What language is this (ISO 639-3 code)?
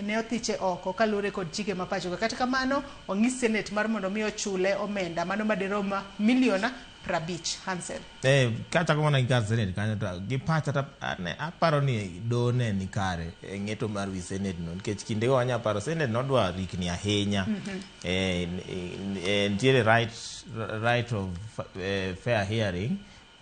luo